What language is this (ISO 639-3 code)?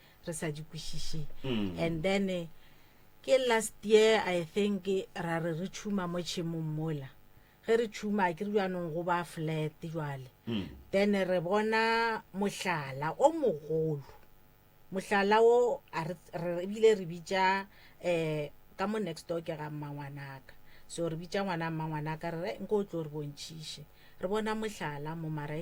nso